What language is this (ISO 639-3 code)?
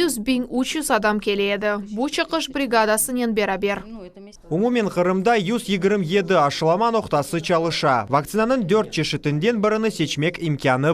crh